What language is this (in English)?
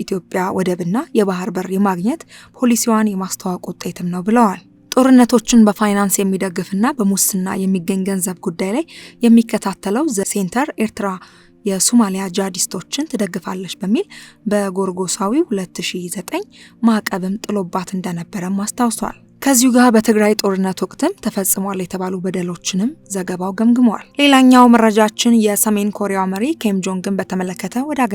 Amharic